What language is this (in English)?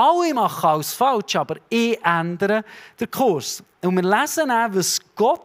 Swiss German